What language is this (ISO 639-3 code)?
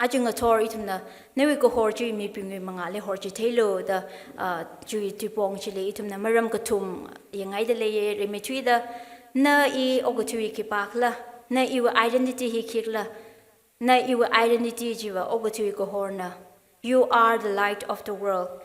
nmf